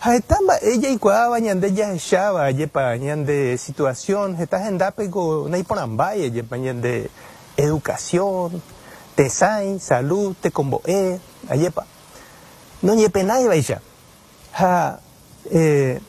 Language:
Guarani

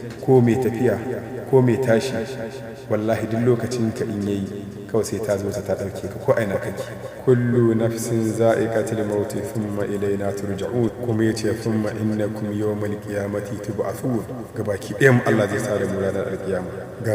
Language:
Hausa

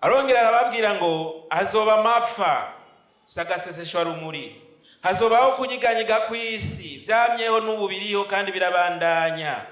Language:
Rundi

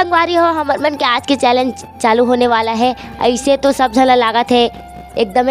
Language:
Chhattisgarhi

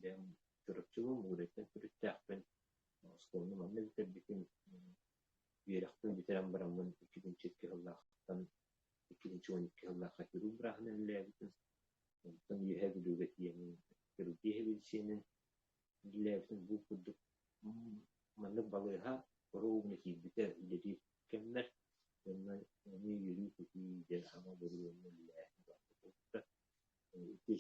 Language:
Yakut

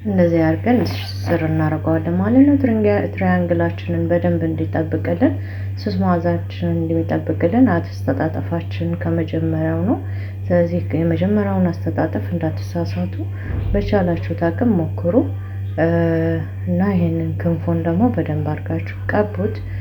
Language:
Amharic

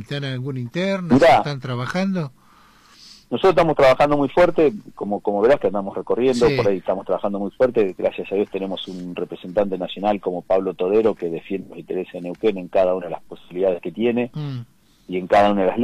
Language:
Spanish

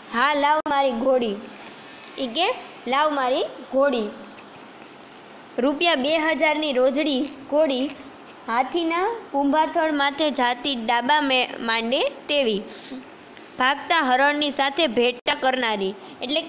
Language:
Gujarati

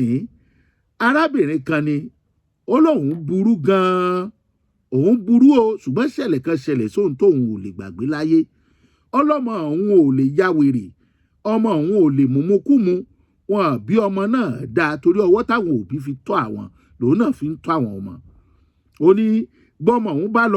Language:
Yoruba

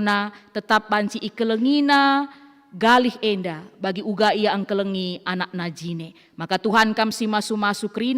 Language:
Batak Karo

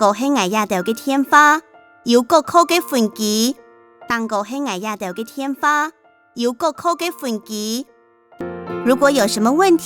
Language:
Hakka Chinese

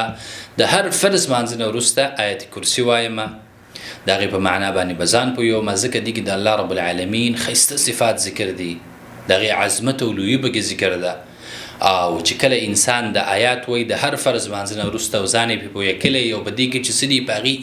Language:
Pashto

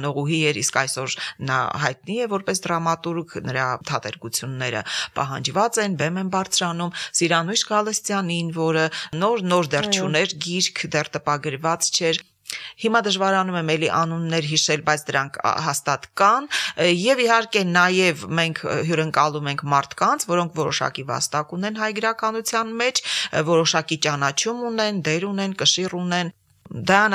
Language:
Armenian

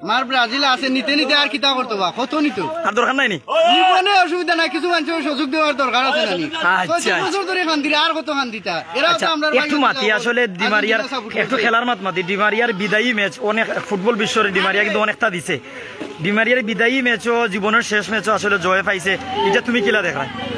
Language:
Sylheti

